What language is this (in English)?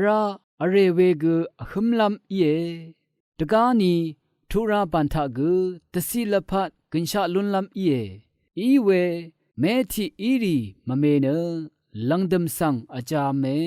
Rawang